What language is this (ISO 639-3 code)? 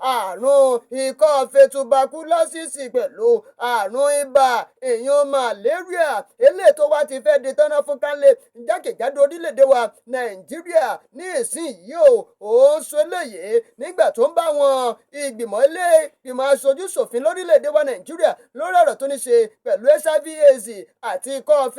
yor